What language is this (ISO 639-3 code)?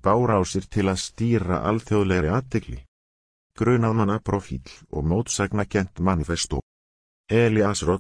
isl